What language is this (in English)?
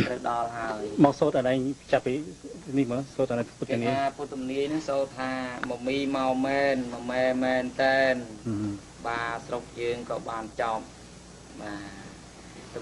Khmer